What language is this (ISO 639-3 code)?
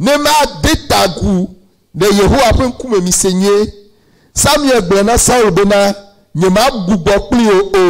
ewe